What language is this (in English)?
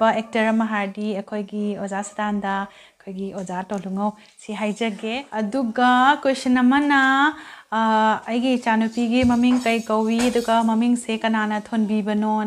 Manipuri